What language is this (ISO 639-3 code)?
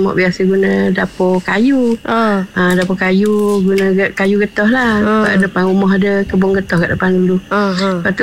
msa